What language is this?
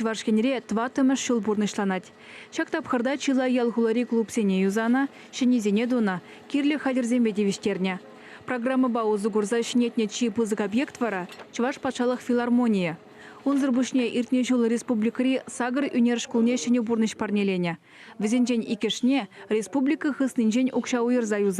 Chuvash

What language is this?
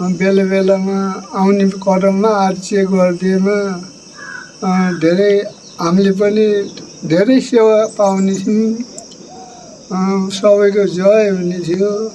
Nepali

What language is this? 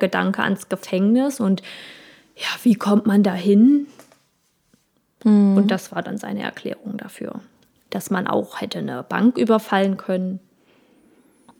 German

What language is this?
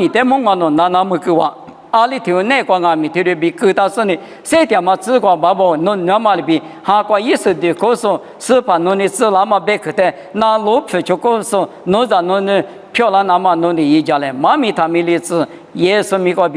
Lisu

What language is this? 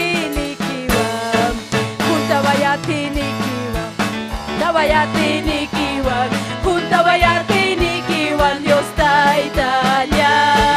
Ayacucho Quechua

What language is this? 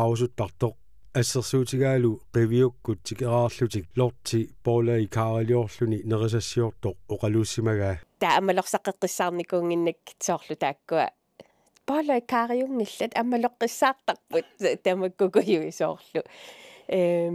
Kalaallisut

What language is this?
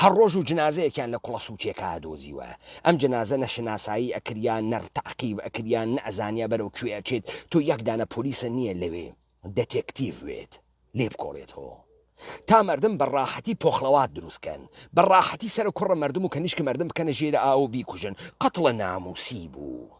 Central Kurdish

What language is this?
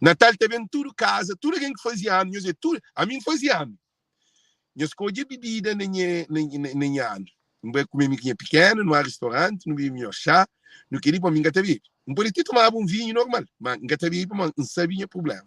Kabuverdianu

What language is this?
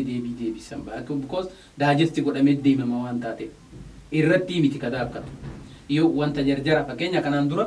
Oromo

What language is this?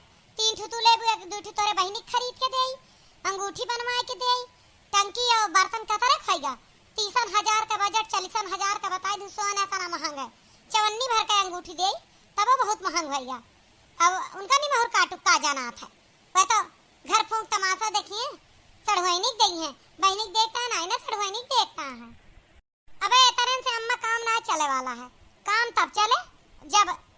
Awadhi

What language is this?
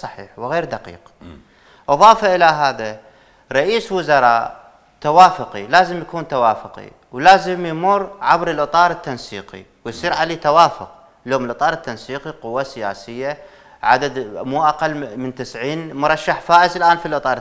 Mesopotamian Arabic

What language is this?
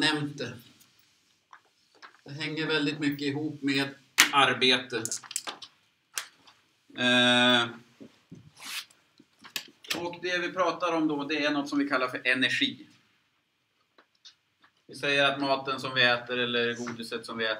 Swedish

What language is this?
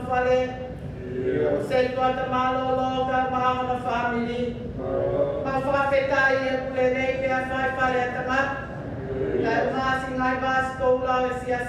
Tongan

